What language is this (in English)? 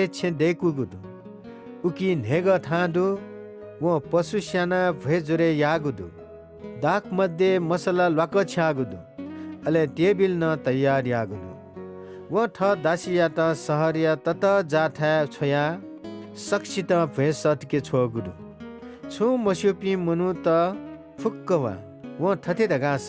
Newari